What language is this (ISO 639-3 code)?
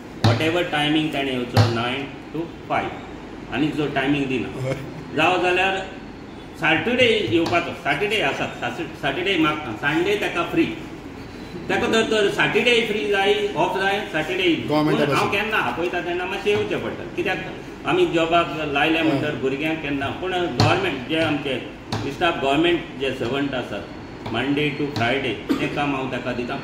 kok